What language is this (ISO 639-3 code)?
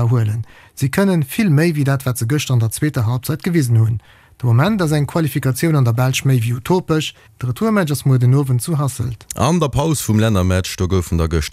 ltz